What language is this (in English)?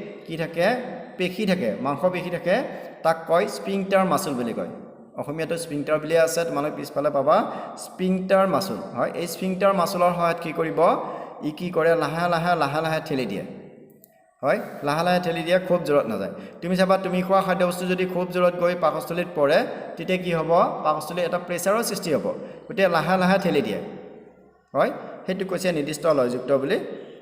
Assamese